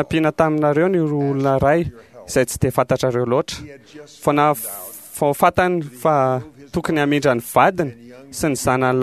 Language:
Malagasy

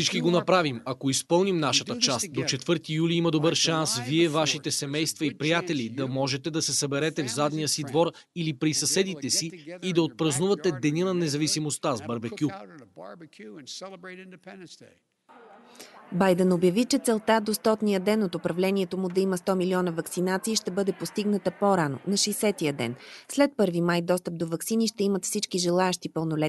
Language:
Bulgarian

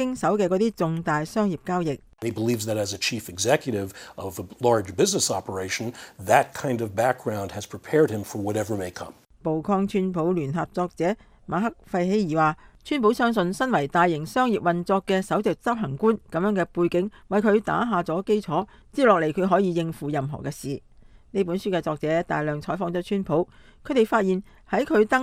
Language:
Cantonese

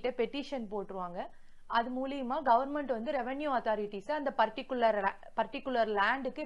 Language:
Tamil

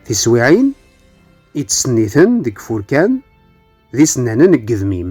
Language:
Kabyle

